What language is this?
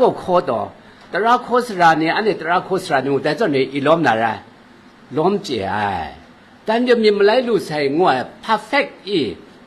Kachin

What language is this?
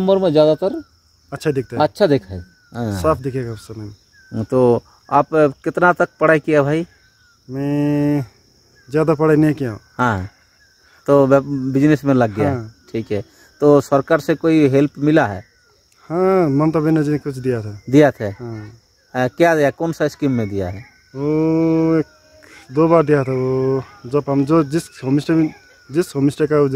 Santali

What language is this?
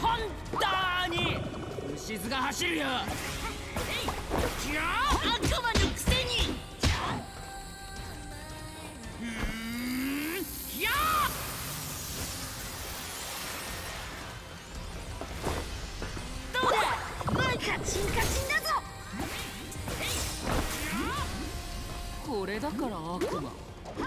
Japanese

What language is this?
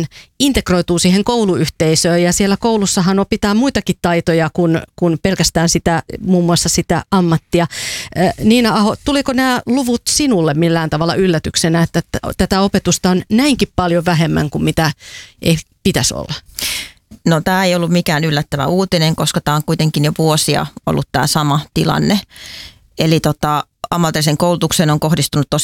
Finnish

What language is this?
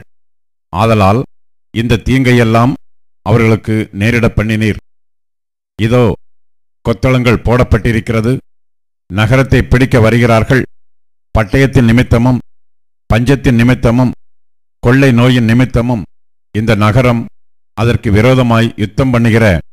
Tamil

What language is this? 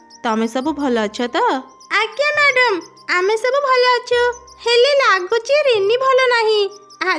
Odia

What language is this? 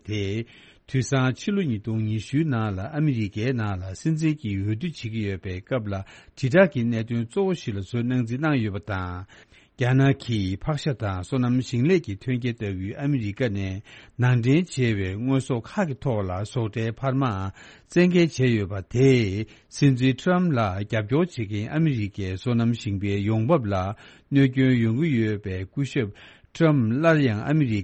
Tibetan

